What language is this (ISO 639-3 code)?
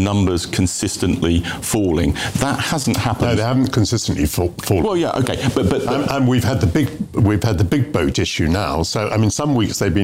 eng